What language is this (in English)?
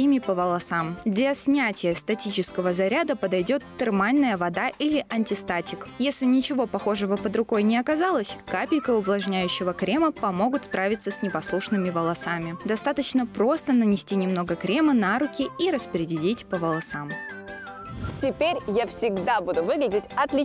Russian